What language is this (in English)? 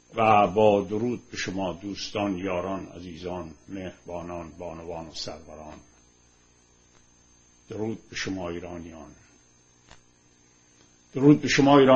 Persian